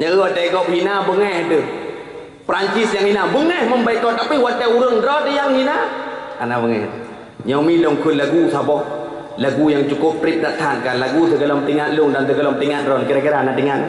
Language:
Achinese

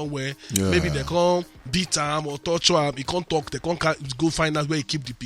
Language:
Nigerian Pidgin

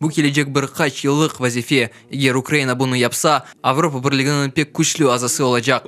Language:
Crimean Tatar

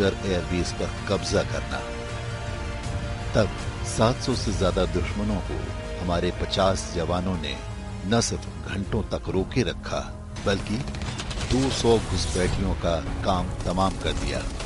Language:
Hindi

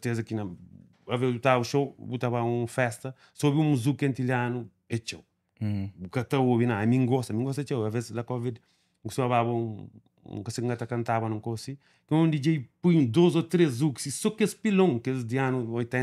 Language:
Kabuverdianu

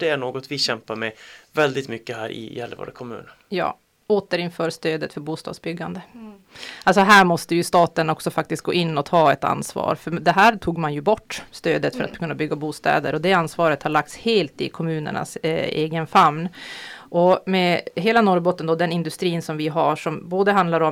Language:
Swedish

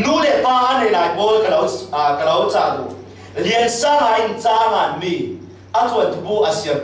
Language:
Falam Chin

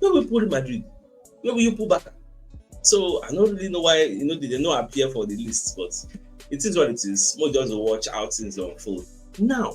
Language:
Nigerian Pidgin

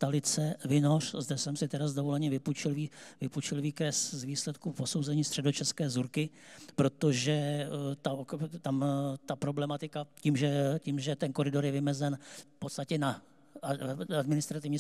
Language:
Czech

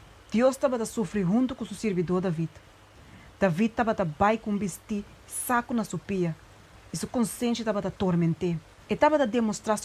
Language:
Papiamento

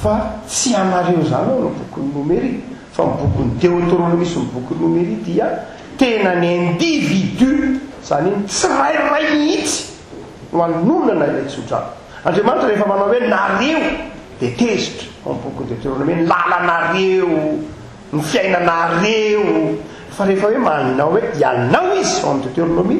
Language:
Malagasy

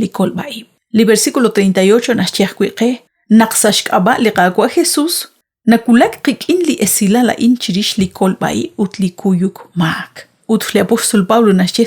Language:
Kekchí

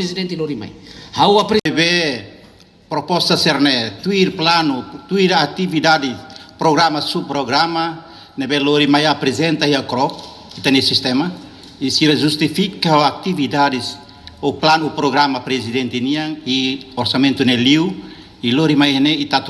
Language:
Tetum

